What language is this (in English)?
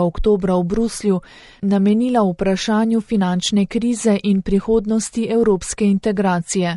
Slovenian